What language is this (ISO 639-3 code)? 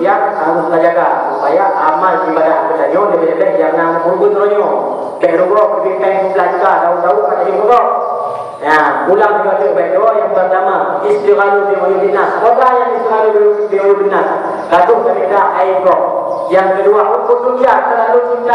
ace